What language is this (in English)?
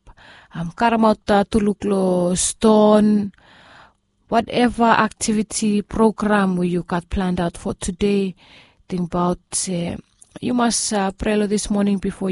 Bislama